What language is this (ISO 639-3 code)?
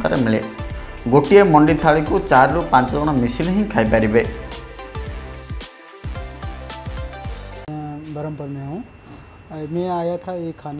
ori